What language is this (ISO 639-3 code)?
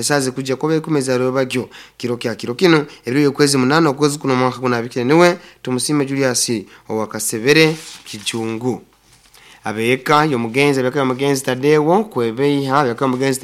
nyo